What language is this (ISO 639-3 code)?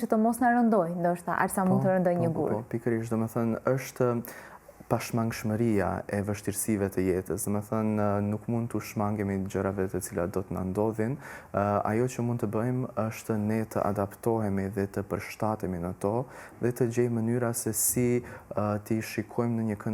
sqi